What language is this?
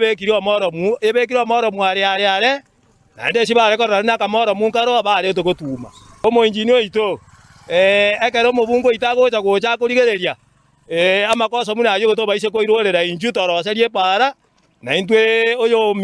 Gusii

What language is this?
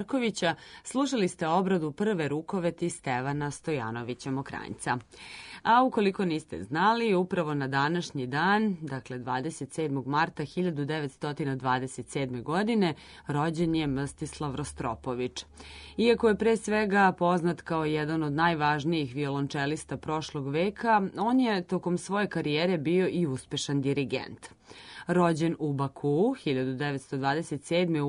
Serbian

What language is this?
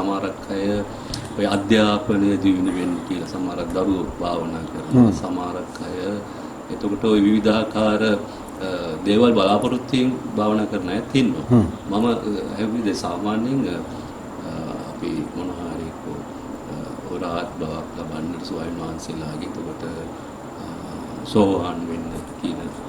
Sinhala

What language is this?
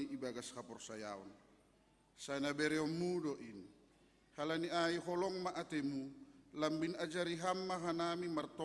Batak Simalungun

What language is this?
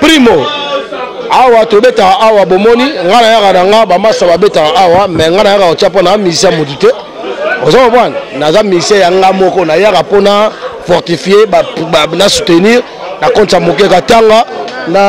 Lingala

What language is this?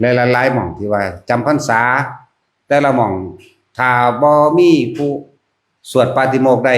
Northeastern Thai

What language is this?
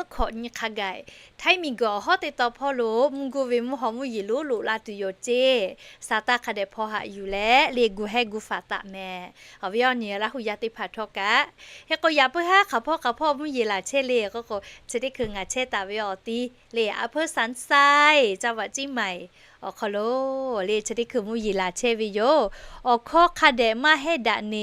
Lahu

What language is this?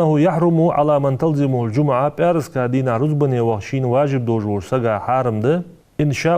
Ingush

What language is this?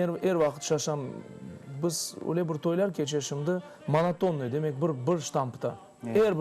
Crimean Tatar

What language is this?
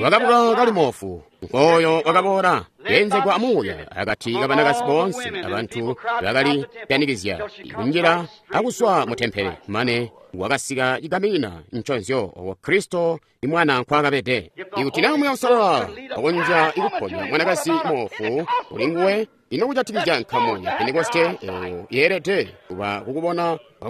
Tonga (Zambia)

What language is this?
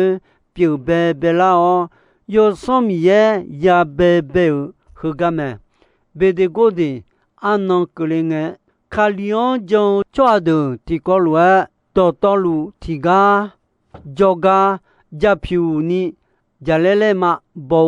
Akha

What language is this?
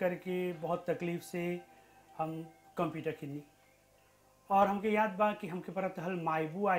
Bhojpuri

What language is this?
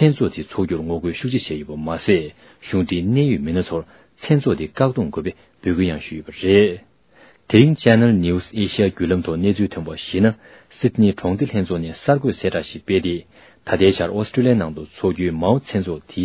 Tibetan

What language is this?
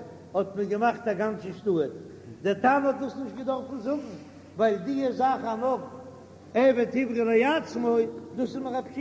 Yiddish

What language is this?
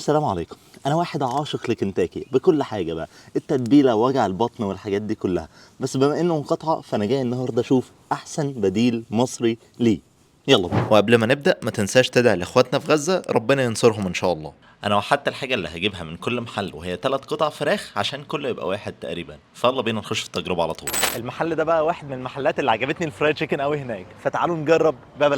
Egyptian Arabic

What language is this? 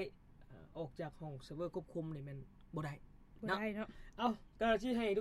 Lao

